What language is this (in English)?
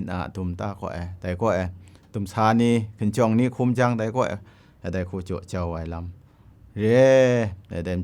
Kachin